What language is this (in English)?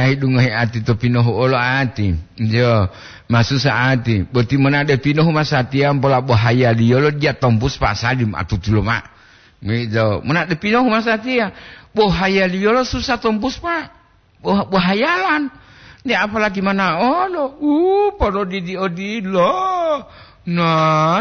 Gorontalo